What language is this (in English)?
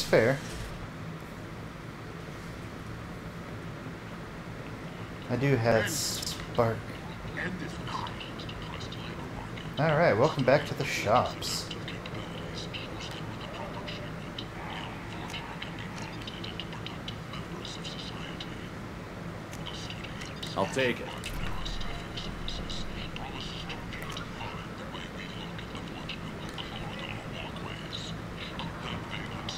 English